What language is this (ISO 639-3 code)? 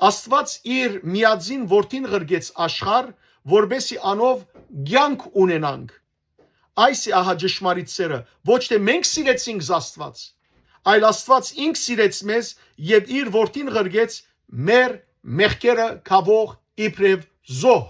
hyw